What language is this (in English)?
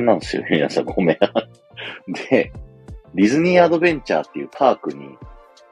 Japanese